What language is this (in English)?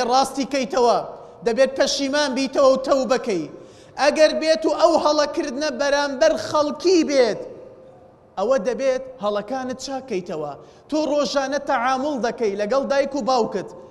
Central Kurdish